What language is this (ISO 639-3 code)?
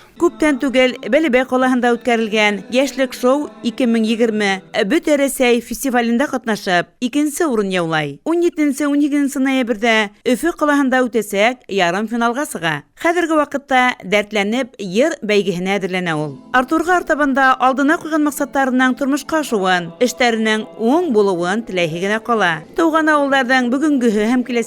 bak